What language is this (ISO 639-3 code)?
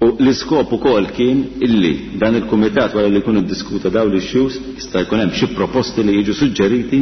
mlt